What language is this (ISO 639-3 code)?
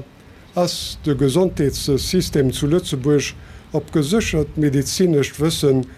ltz